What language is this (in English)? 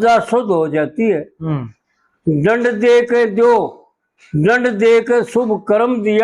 Haryanvi